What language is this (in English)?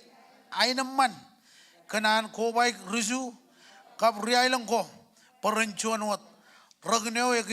Marshallese